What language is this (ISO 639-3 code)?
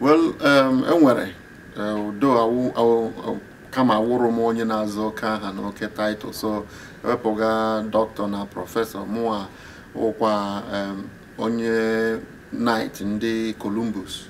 ibo